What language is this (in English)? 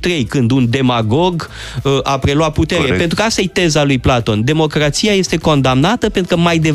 Romanian